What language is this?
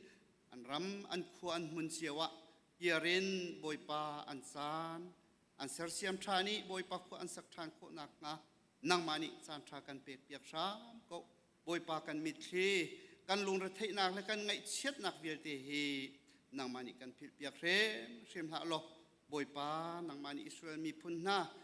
Hakha Chin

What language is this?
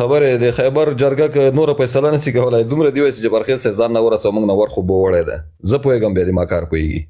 Pashto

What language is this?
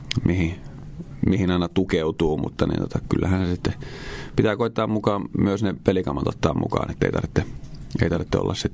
Finnish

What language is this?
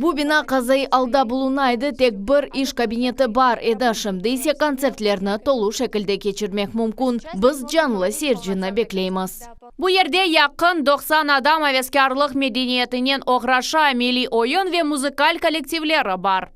Crimean Tatar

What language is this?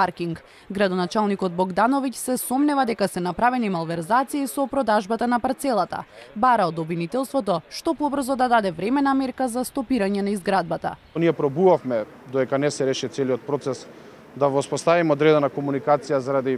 Macedonian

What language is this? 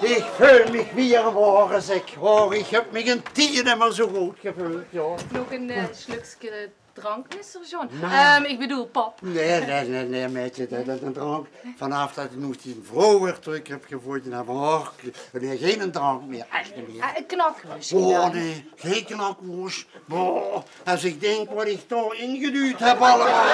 Limburgish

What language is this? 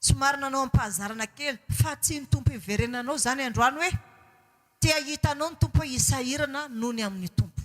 Malagasy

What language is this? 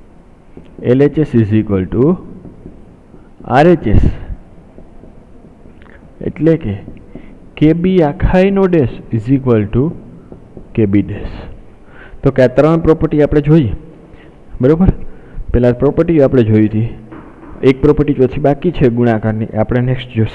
Gujarati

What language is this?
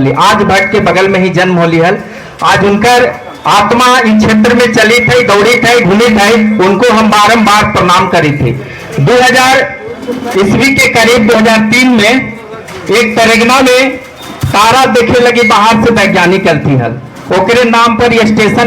Magahi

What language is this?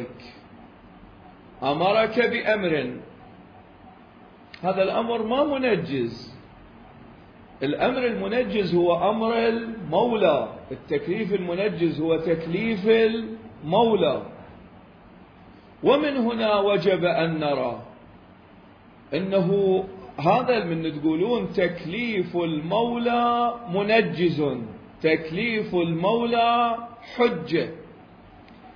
Arabic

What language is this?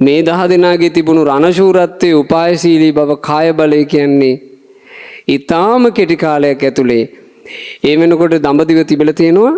Sinhala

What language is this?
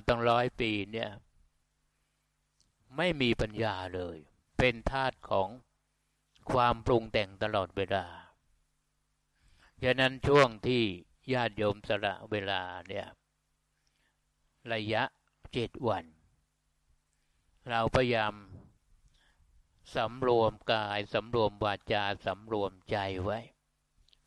Thai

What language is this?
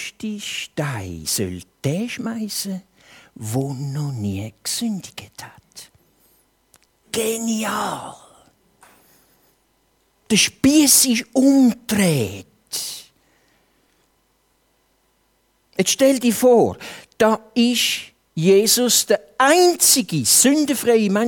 German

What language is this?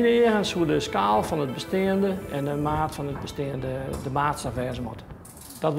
Western Frisian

